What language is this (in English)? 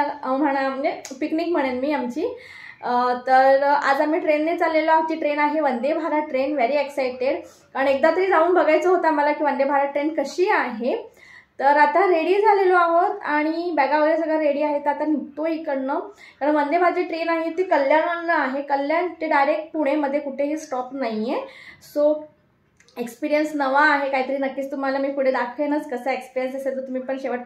Marathi